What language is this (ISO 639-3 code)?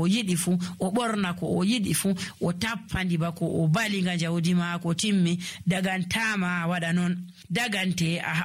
fuv